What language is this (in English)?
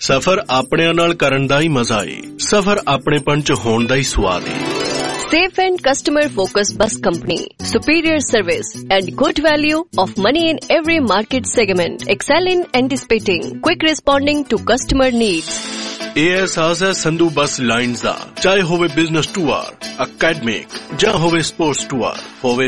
Punjabi